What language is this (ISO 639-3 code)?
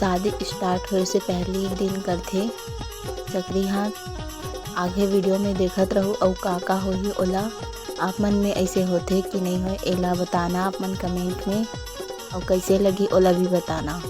hne